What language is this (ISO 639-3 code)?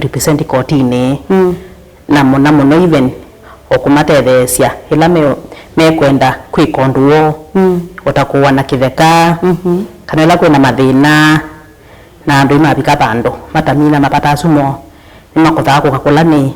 kam